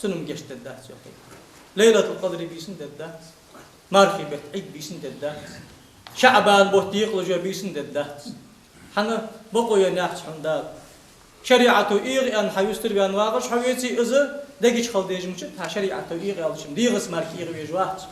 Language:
Ingush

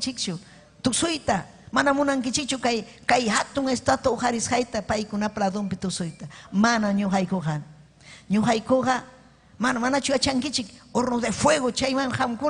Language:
Ayacucho Quechua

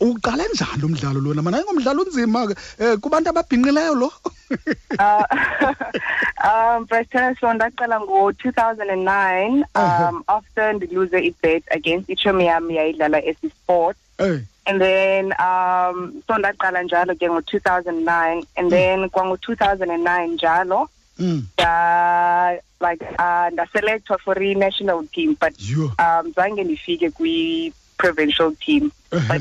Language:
Xhosa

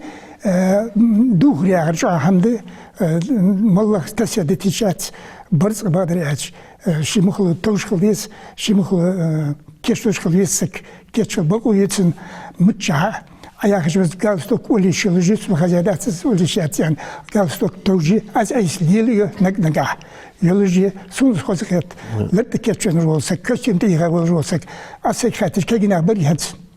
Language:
Ingush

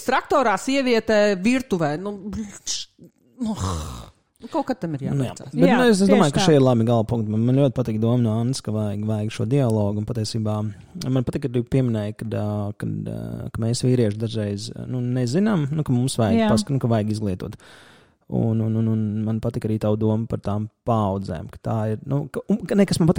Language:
Latvian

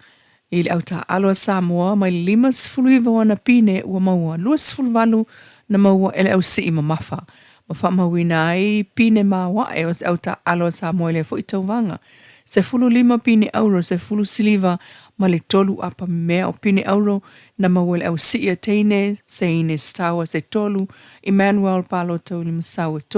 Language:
Samoan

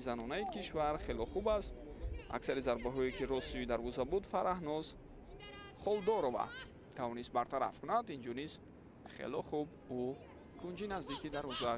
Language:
Tajik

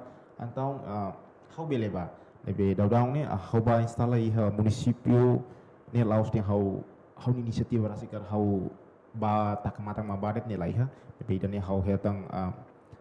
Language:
Tetum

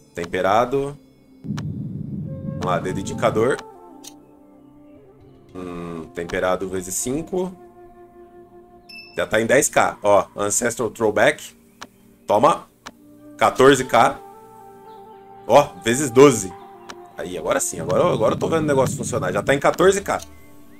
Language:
Portuguese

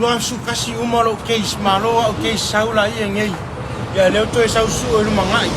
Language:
Samoan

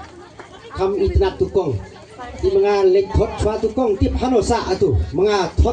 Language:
Khasi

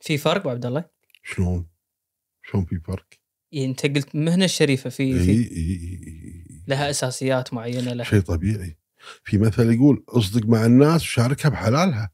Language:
Gulf Arabic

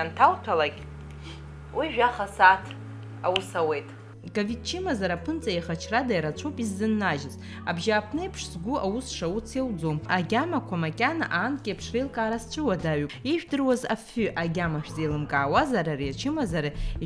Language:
Abkhazian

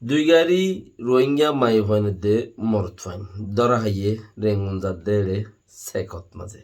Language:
Rohingya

